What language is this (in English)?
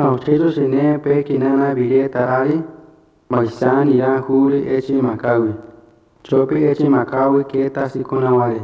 Central Tarahumara